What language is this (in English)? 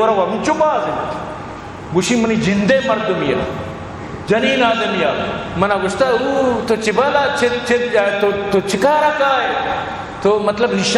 Eastern Balochi